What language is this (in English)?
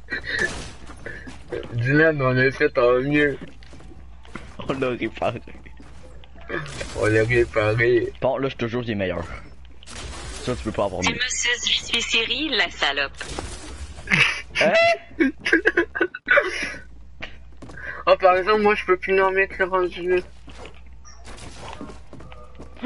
French